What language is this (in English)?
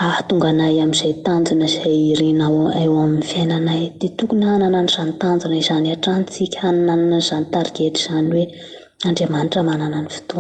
Malagasy